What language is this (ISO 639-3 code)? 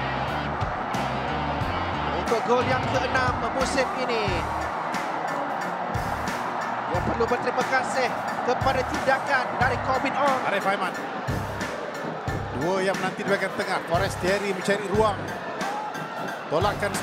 msa